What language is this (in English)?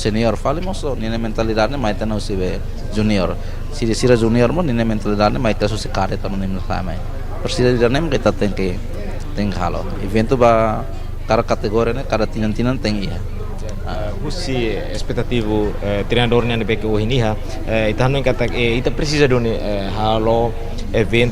Tetum